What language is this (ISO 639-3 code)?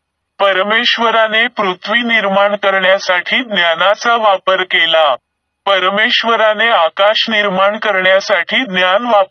mar